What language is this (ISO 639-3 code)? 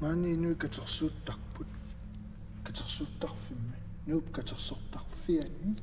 kal